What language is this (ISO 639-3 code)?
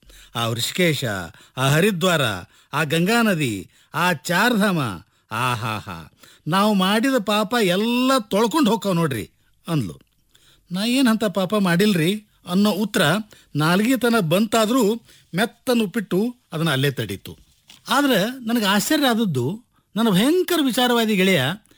kan